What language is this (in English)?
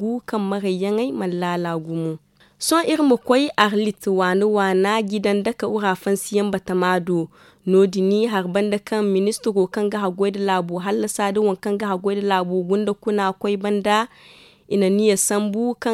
Zarma